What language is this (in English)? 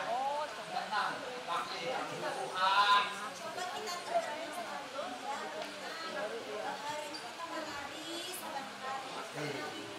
Banjar